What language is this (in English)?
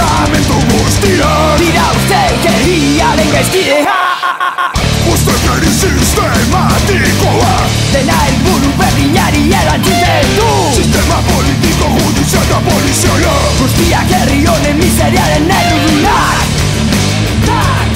Basque